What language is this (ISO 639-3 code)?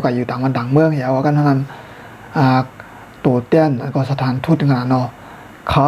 shn